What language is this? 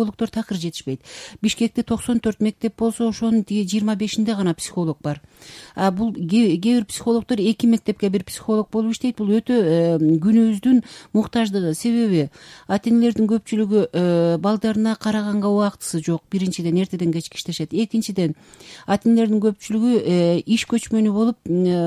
Kyrgyz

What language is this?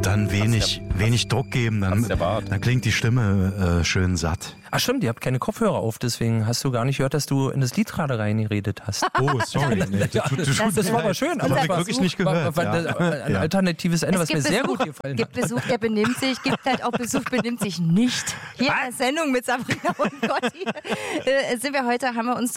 German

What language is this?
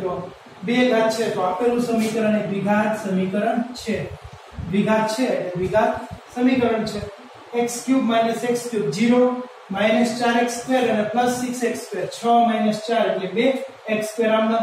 Gujarati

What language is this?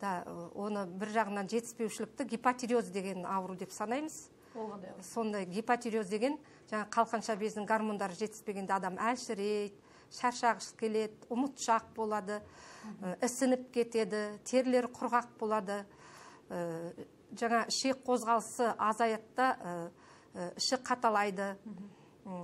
Kazakh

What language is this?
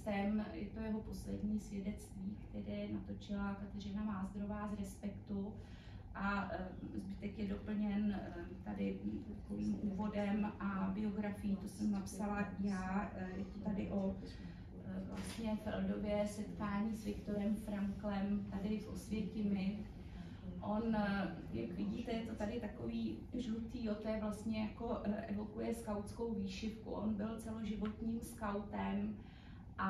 Czech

